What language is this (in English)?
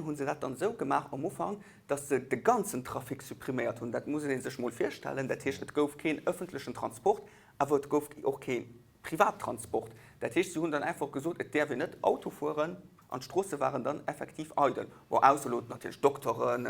Luxembourgish